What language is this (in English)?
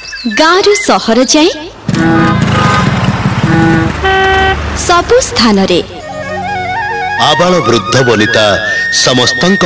Odia